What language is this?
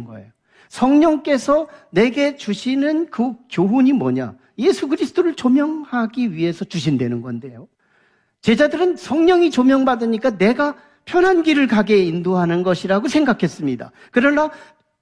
Korean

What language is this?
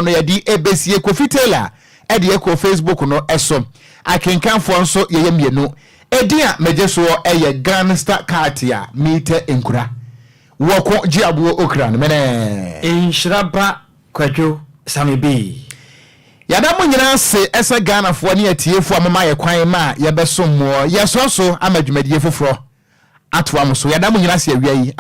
Akan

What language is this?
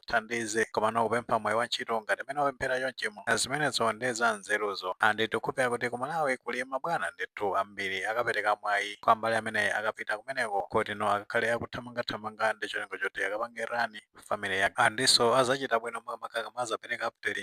Nyanja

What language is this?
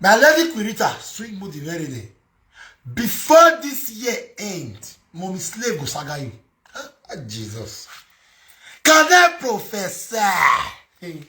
Nigerian Pidgin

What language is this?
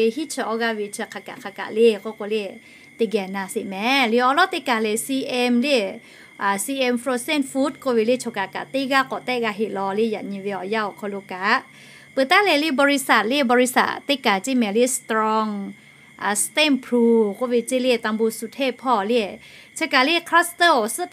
Lahu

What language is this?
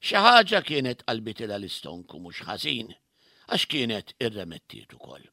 Maltese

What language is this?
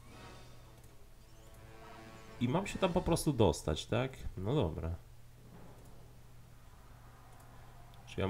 Polish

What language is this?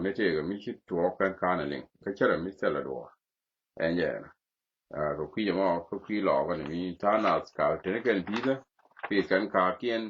Nuer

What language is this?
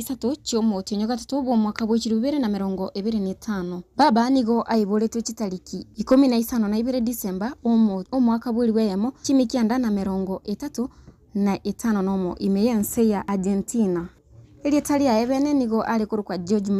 Gusii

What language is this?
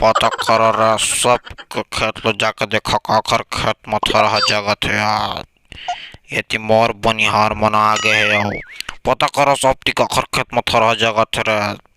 Chhattisgarhi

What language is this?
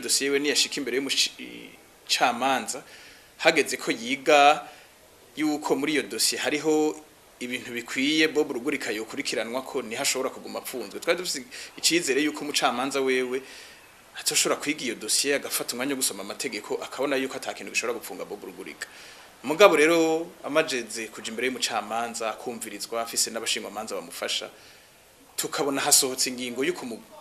Rundi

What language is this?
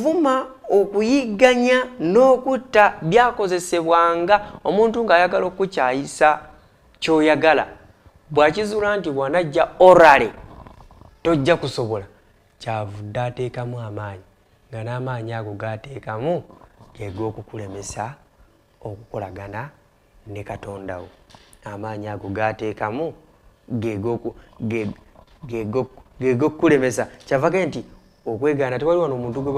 Ganda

